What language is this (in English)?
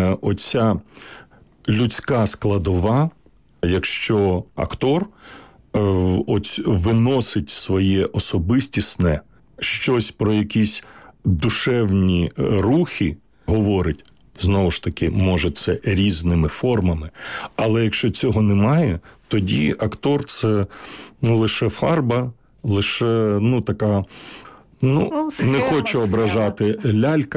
Ukrainian